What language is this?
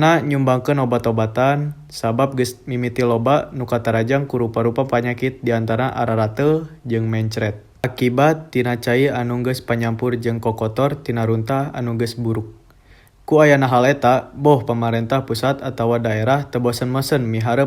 Sundanese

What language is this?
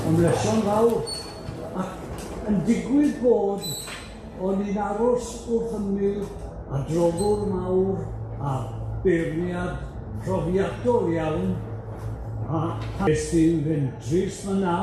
Welsh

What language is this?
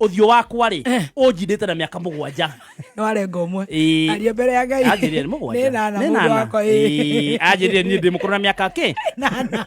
Kikuyu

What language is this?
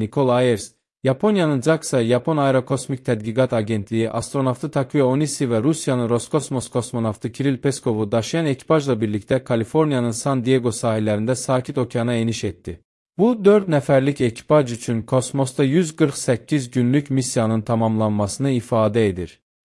Azerbaijani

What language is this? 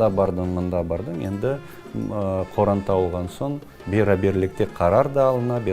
Crimean Tatar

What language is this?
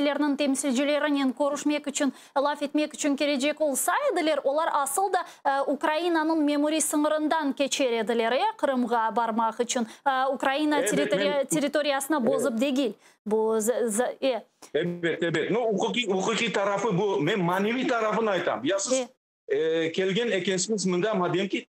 Crimean Tatar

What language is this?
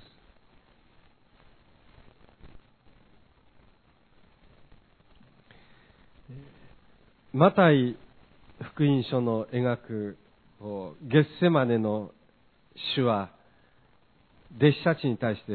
Japanese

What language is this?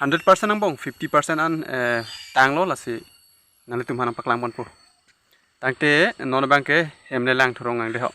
Karbi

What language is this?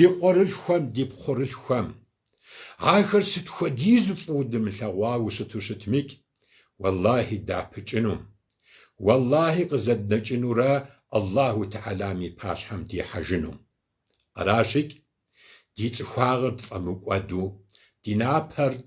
Kabardian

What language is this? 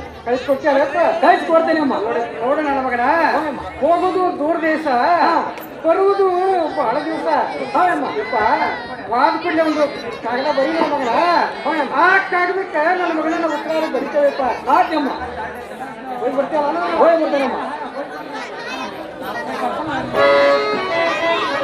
Kannada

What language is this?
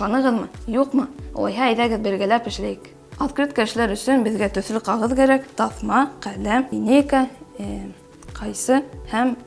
Bashkir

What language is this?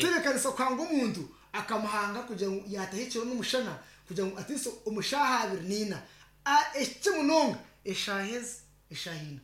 Nyankole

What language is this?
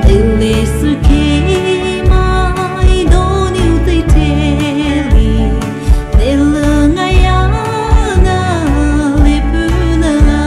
Poumei Naga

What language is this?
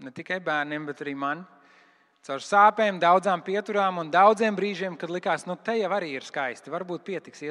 Latvian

